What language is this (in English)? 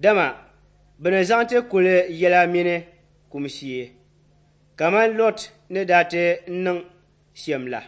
Dagbani